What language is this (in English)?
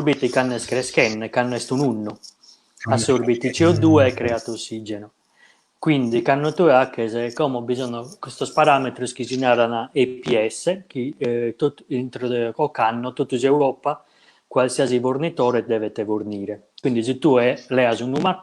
Sardinian